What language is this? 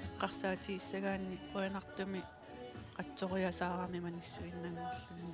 Kalaallisut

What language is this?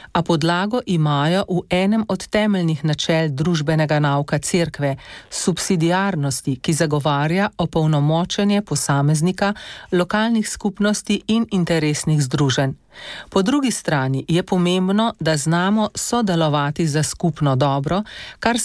Slovenian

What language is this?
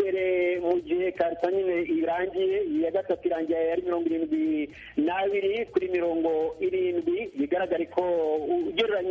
Kinyarwanda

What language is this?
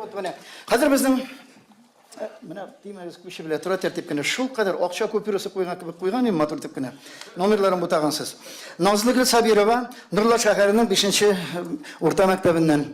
Tatar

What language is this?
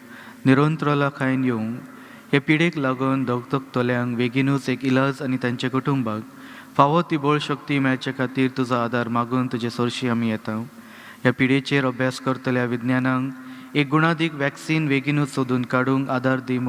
Konkani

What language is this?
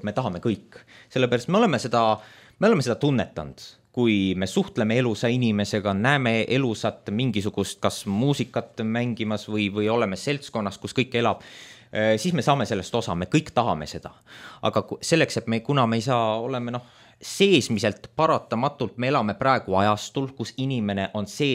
Estonian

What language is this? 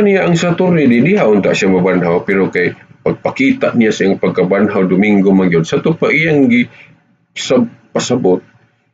Cebuano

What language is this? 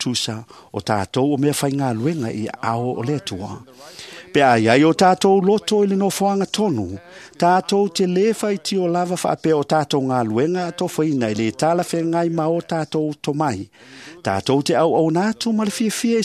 Samoan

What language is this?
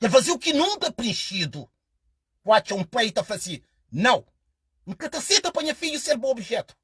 Kabuverdianu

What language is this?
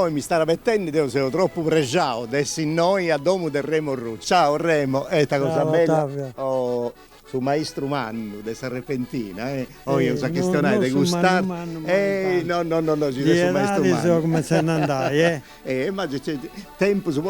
Sardinian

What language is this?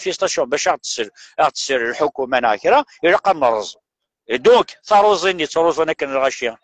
Kabyle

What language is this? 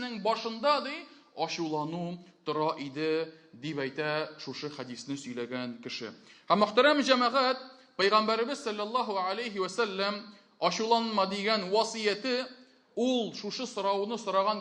Tatar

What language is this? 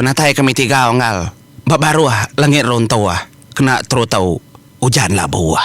Iban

